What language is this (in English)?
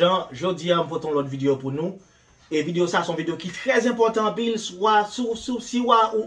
Haitian Creole